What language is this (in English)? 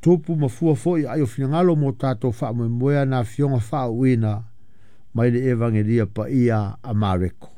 Samoan